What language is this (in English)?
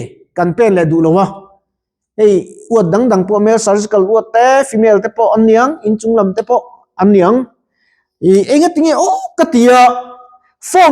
Mizo